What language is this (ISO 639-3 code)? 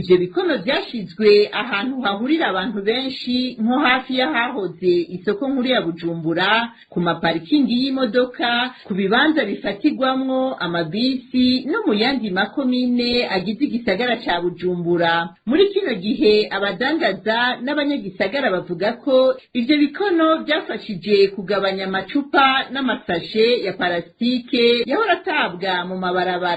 run